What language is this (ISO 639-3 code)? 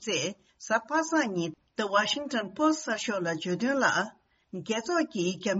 bod